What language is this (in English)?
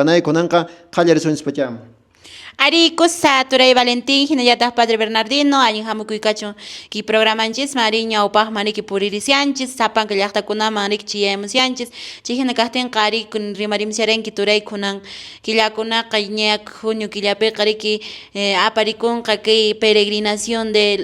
Quechua